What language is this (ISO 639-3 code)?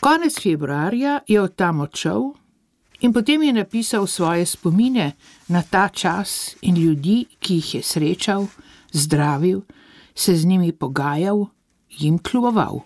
slv